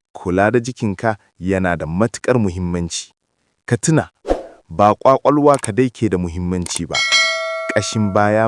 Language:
Hausa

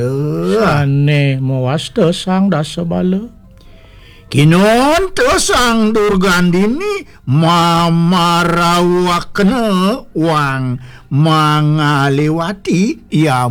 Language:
Balinese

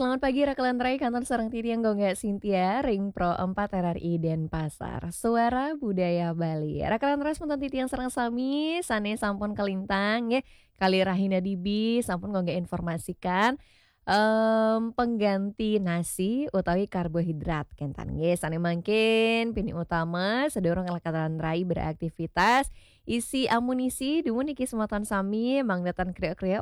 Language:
Balinese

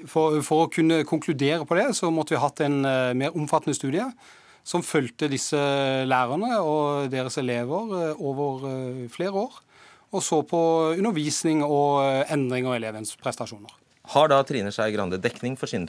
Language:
Norwegian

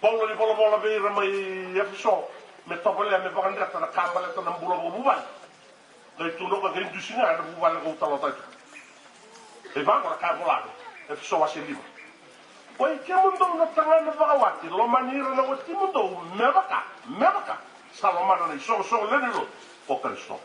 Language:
Fijian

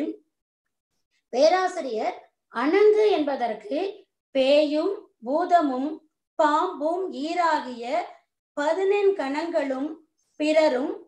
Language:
Tamil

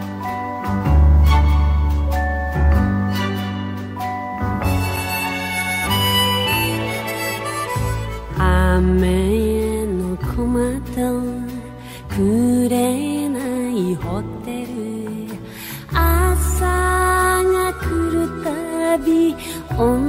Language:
Japanese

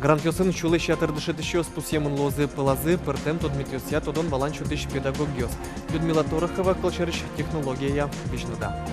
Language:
Udmurt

